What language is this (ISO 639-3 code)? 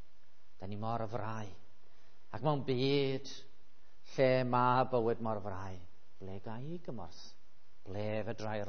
cym